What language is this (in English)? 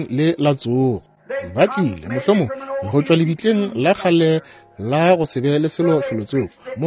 Northern Sotho